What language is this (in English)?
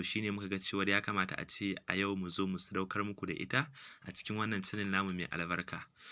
Hausa